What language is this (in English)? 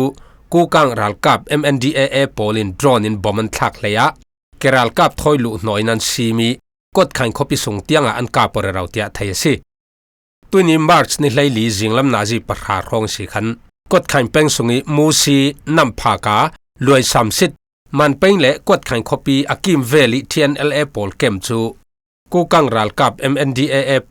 Falam Chin